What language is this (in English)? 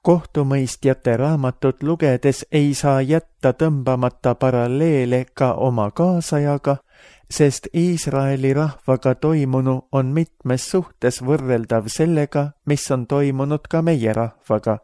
Estonian